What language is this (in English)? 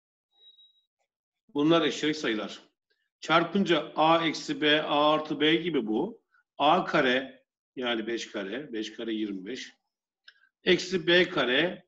Turkish